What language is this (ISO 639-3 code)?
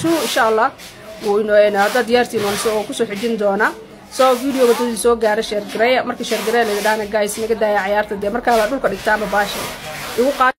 som